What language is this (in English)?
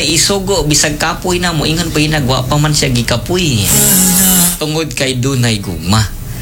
Cebuano